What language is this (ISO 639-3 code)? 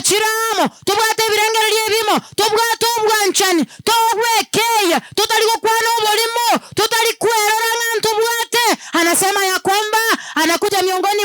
guz